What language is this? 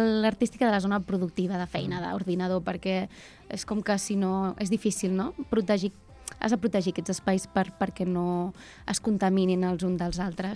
Catalan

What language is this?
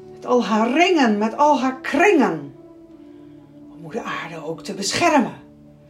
Dutch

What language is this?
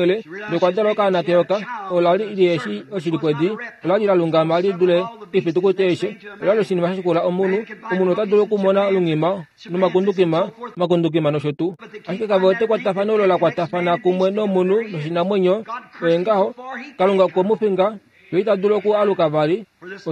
Kuanyama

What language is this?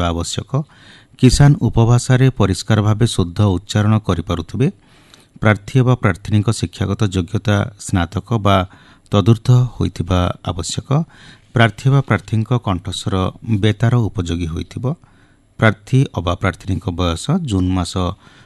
Odia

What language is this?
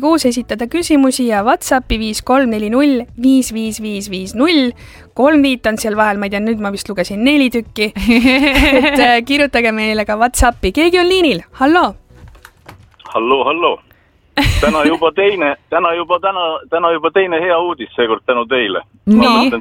Estonian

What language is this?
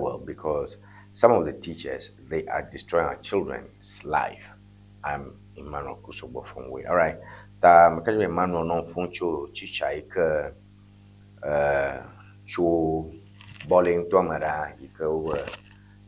Ewe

